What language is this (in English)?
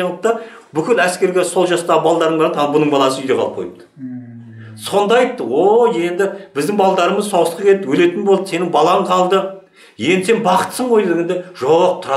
Kazakh